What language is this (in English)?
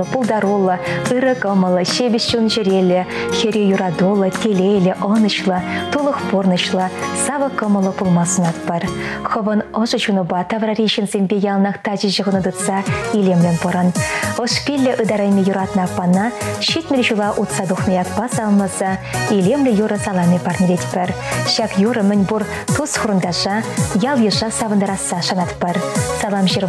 Chuvash